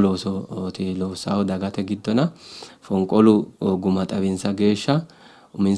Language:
Sidamo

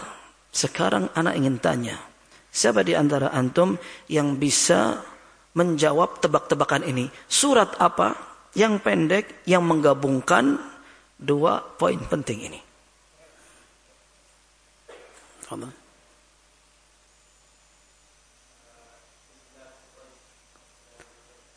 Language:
Indonesian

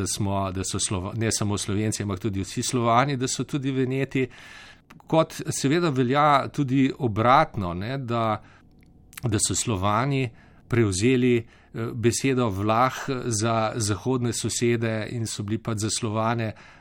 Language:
Slovenian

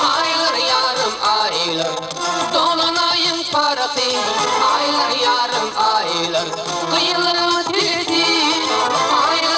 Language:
Turkmen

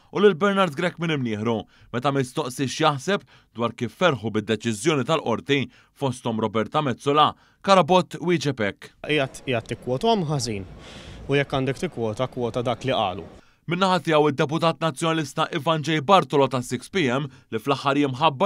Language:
Maltese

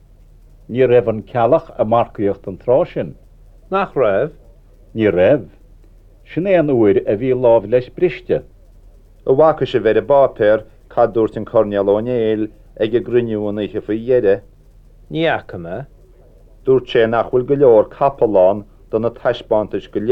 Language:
Irish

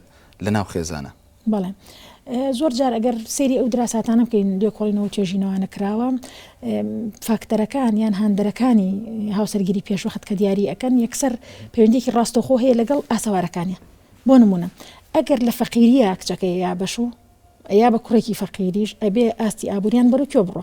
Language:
Central Kurdish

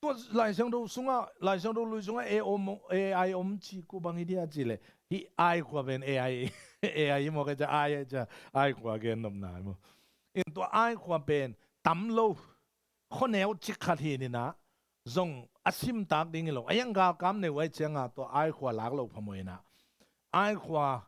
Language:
Tedim Chin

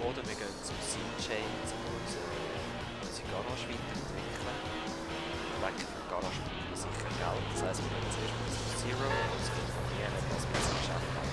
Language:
Swiss German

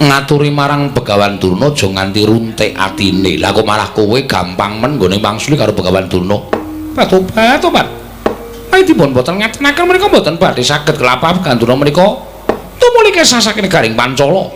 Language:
Javanese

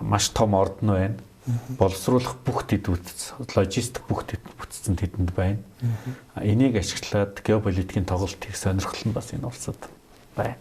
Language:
Mongolian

